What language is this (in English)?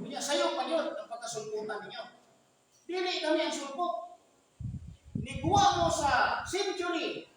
Cebuano